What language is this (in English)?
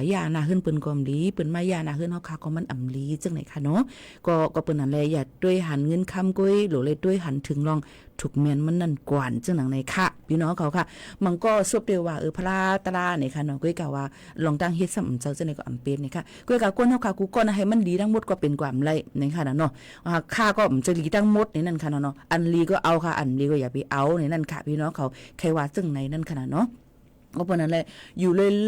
Shan